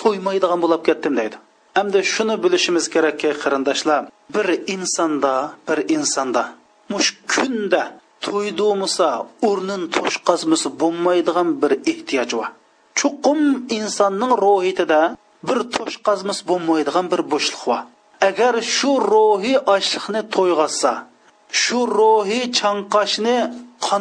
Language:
Uyghur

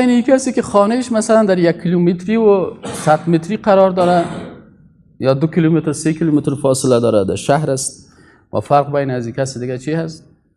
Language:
Persian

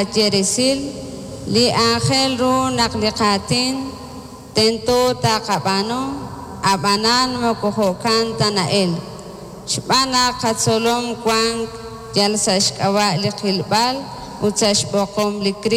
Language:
Kekchí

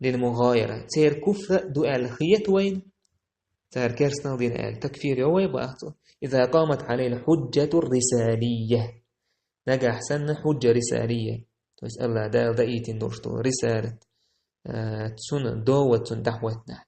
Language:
Chechen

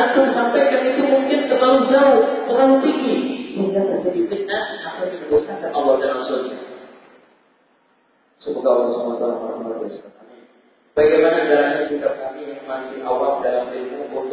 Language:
Indonesian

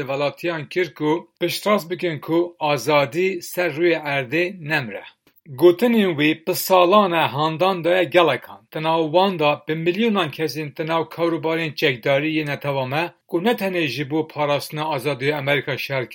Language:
Kurdish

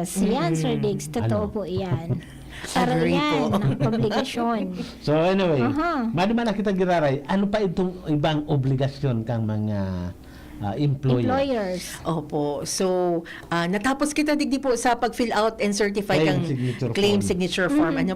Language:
Bikol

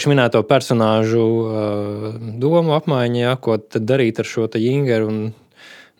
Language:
Latvian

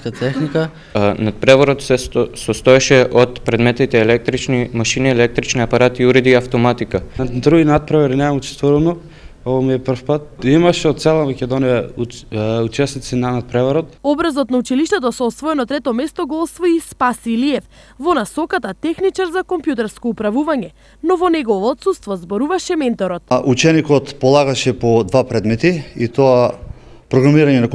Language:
Macedonian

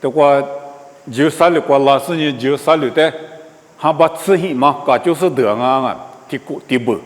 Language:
Lisu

